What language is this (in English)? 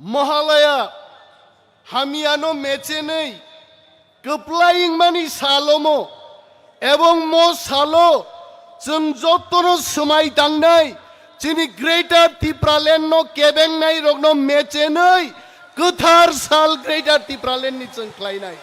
Kok Borok